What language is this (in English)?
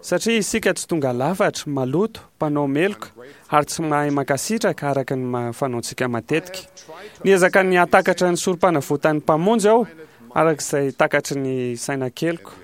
Malagasy